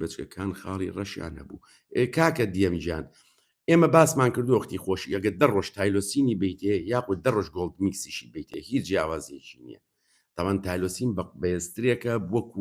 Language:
Central Kurdish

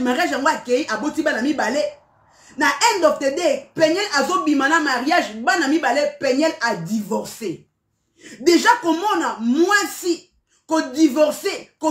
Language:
Lingala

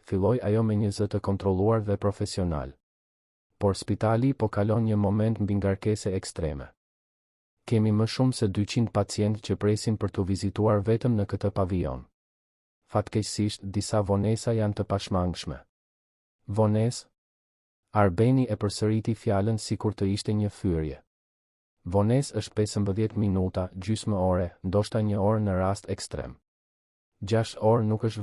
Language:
Albanian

